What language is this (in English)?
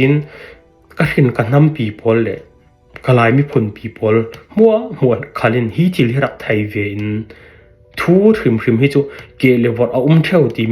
Falam Chin